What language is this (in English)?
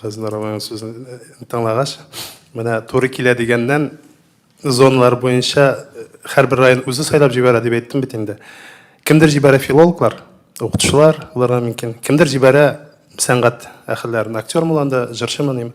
Tatar